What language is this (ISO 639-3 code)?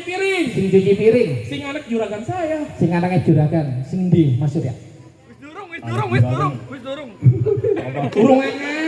bew